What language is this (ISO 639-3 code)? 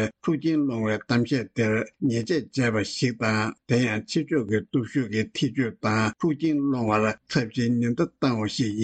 bod